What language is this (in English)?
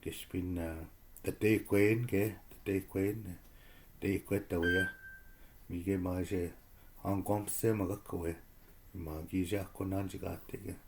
Chippewa